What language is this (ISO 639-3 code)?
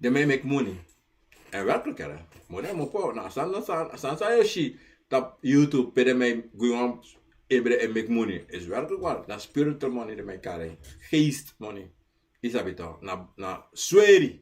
srn